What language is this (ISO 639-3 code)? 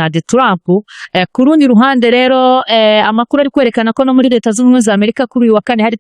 kin